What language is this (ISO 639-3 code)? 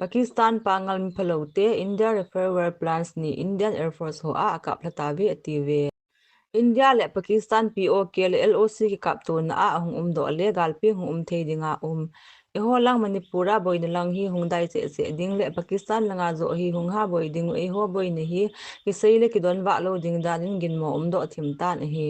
tcz